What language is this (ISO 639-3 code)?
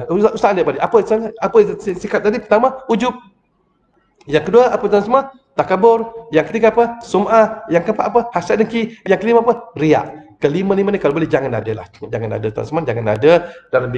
msa